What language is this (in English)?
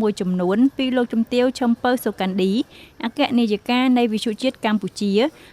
Khmer